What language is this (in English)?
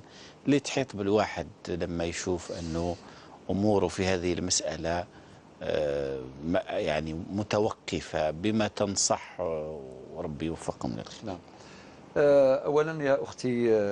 Algerian Arabic